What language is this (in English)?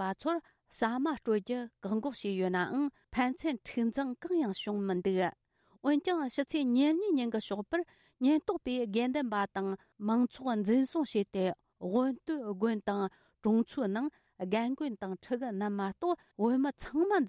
Tibetan